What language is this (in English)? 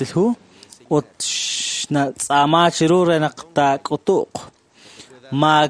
Kekchí